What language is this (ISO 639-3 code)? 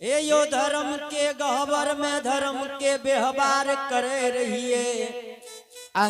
anp